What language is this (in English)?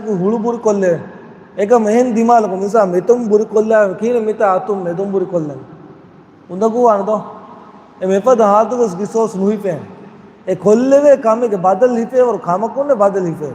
Divehi